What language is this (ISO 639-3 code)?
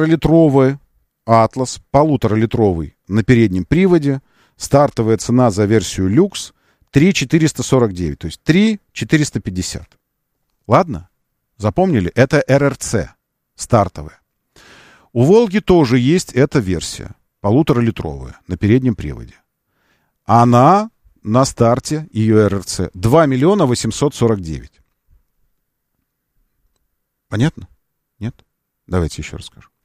rus